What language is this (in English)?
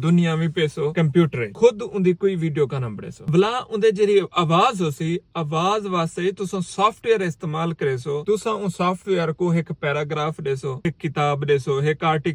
Saraiki